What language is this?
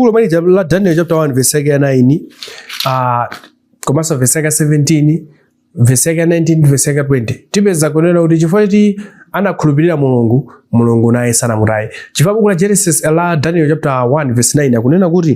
Nyanja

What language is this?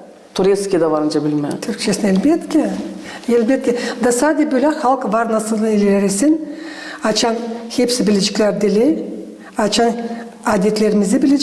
Gagauz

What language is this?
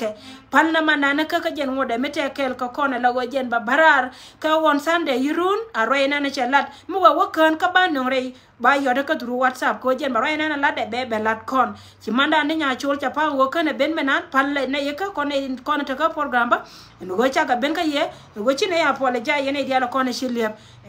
Nuer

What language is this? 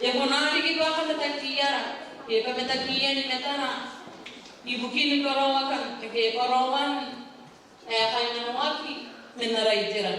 Gilbertese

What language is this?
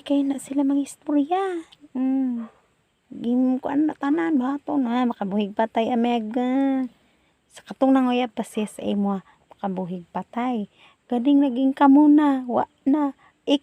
Cebuano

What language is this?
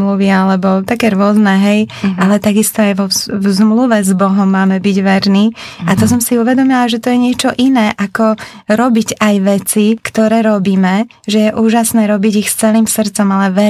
Slovak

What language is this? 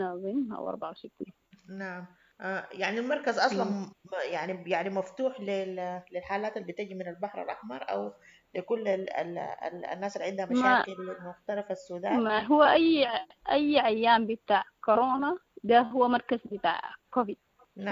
Sudanese Arabic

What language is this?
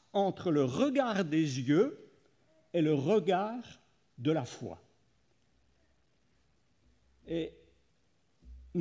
French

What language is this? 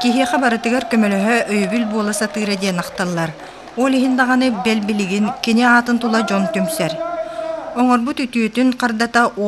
Yakut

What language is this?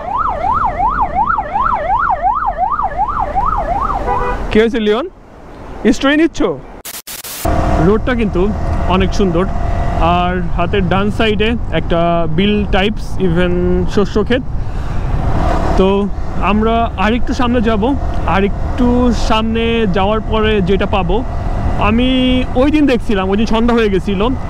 Bangla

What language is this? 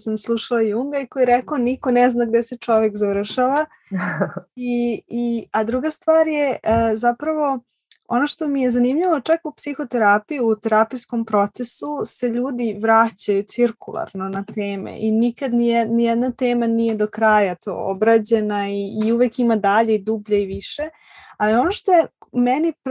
Serbian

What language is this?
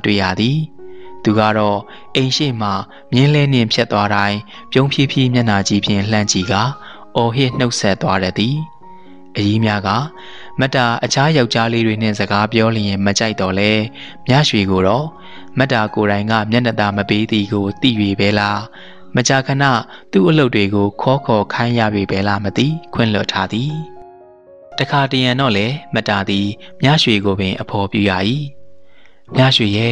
Burmese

